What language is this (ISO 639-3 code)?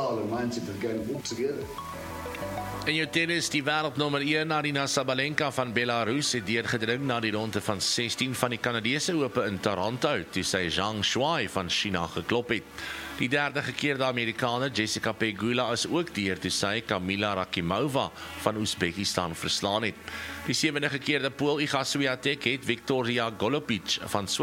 afr